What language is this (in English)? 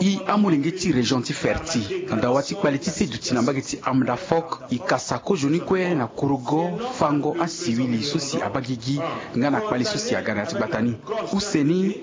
Sango